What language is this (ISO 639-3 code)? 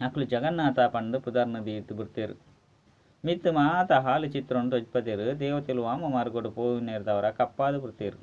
tcy